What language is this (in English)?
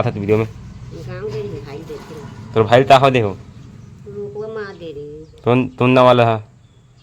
Chhattisgarhi